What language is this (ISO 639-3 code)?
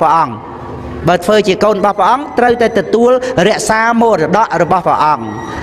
khm